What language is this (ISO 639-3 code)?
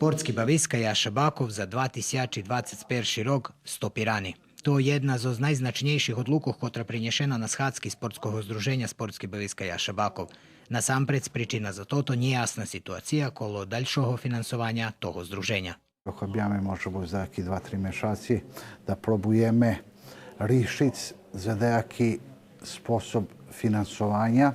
rue